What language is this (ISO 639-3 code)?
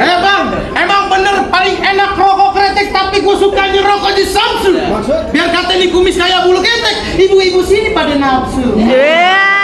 bew